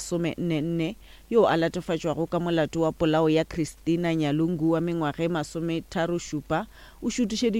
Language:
Northern Sotho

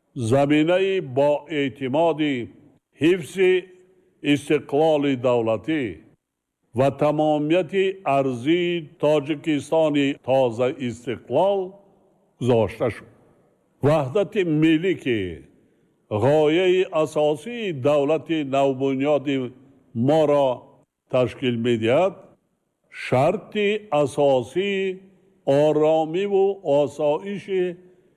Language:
Tajik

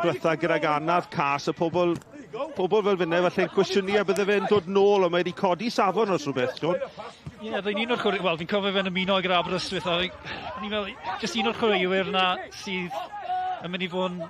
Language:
Welsh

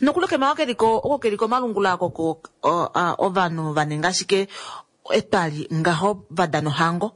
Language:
Kuanyama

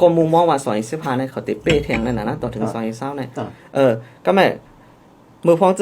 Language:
Shan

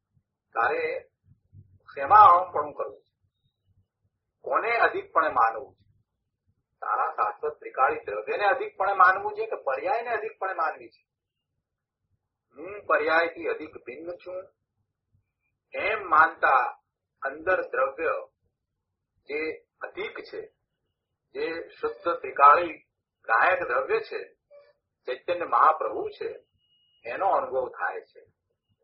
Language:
Gujarati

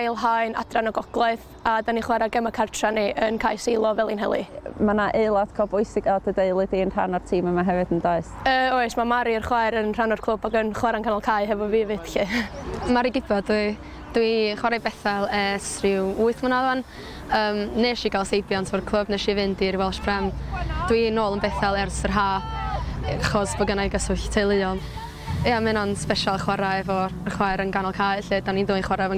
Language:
Welsh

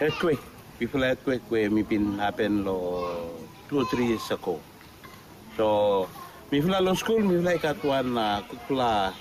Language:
Bislama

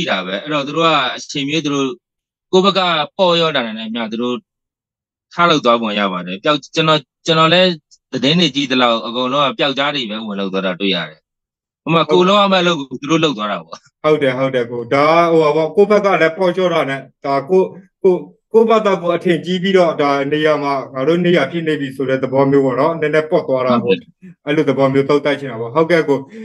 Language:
Burmese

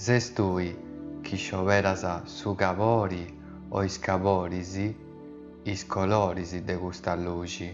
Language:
Sardinian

